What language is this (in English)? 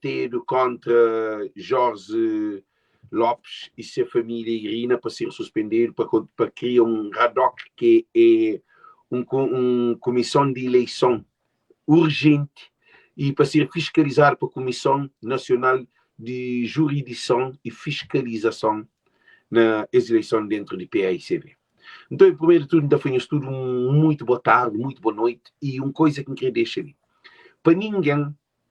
Kabuverdianu